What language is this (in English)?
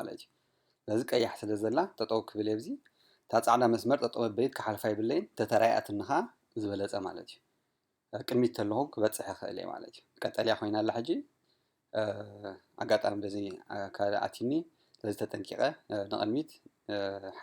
Tigrinya